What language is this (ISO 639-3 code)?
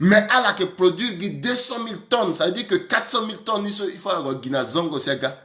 sag